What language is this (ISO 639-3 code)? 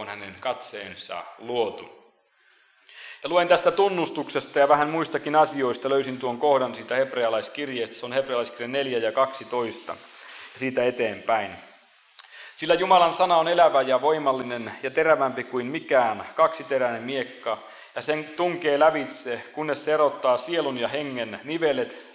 fin